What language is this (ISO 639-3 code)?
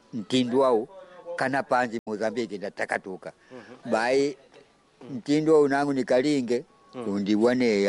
kde